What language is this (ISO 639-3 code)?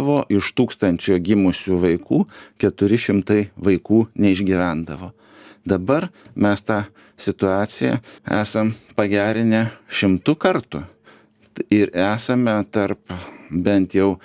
lit